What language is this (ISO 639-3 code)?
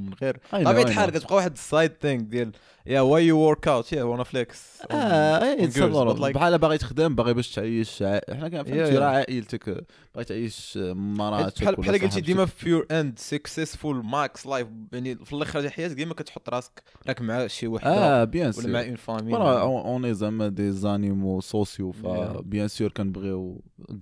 ary